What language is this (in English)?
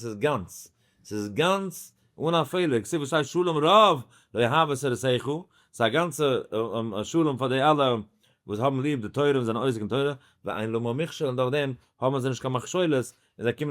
Yiddish